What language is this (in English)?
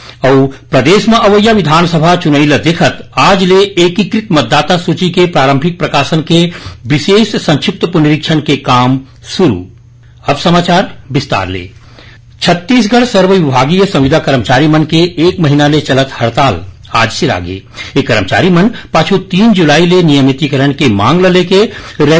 Chhattisgarhi